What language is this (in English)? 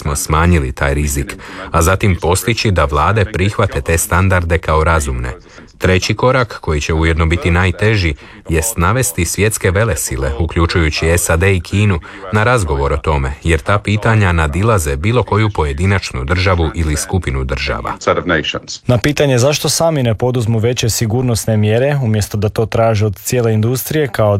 Croatian